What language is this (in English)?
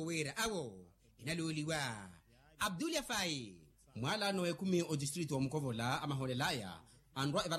Makhuwa